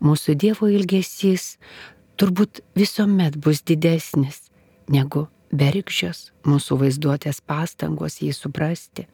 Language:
Lithuanian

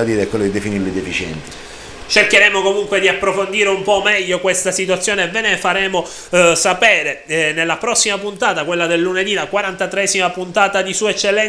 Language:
Italian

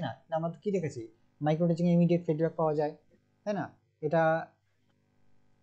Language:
Bangla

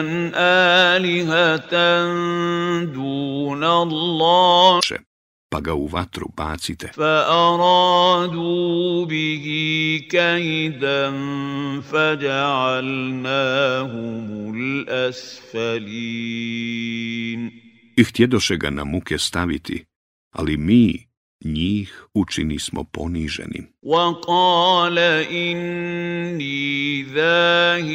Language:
Bosnian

